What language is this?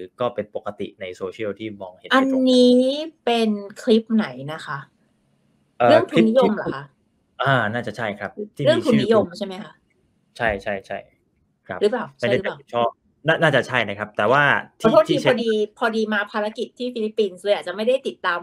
Thai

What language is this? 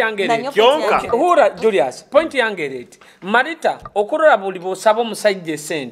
Nyoro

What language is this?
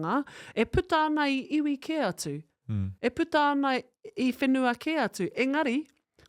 Māori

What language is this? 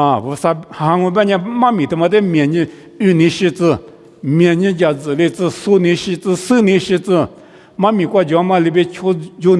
Lisu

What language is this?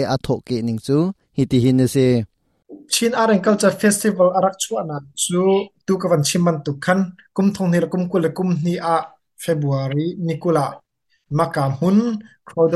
Hakha Chin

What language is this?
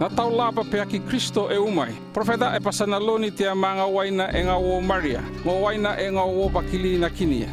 North Efate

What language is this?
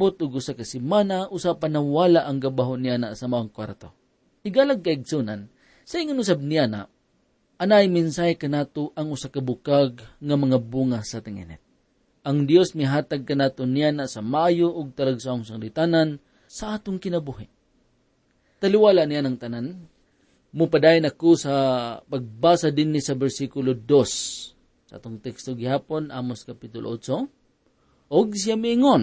Cebuano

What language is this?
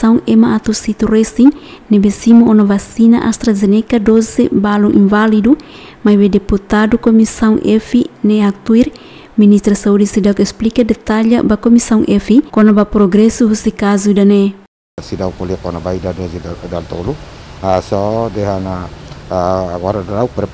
Tetum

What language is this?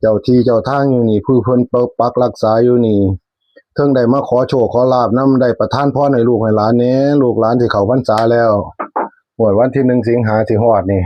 Northeastern Thai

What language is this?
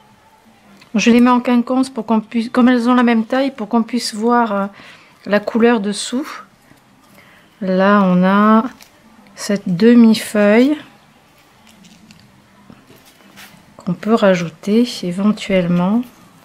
French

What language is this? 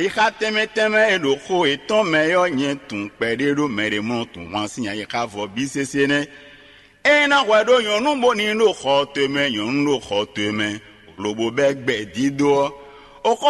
Fon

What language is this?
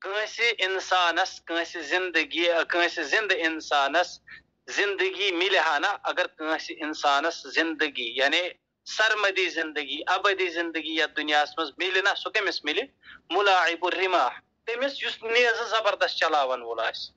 Kashmiri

